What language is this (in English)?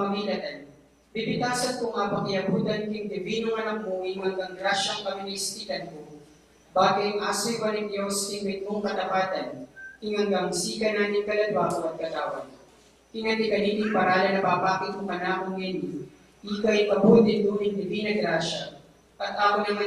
Pampanga